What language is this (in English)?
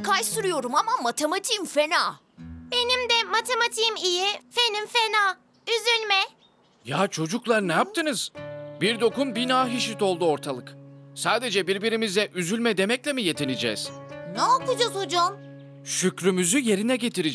Turkish